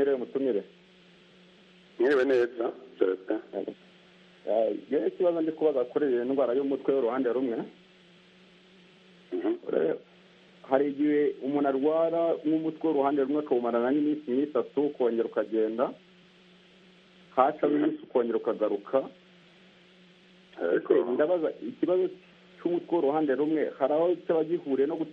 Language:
Kinyarwanda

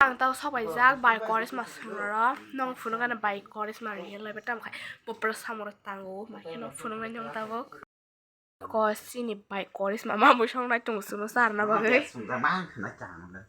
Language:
Kok Borok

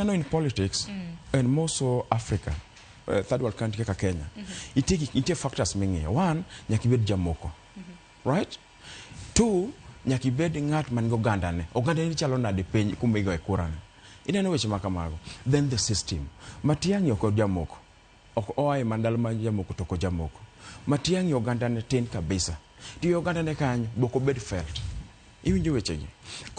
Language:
Luo (Kenya and Tanzania)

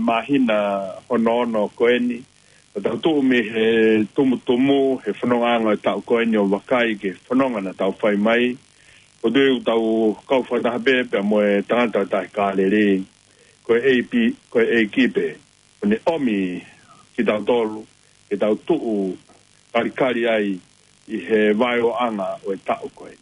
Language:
Tongan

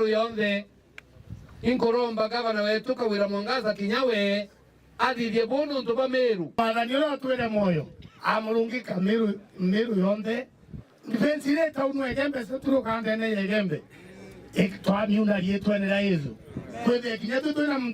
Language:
Meru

